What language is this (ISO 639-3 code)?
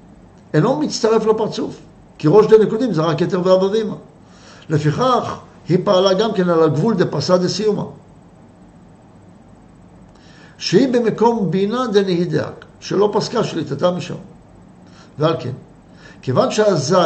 heb